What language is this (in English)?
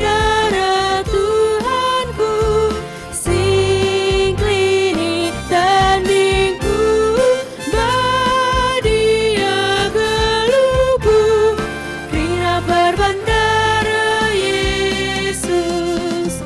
Batak Karo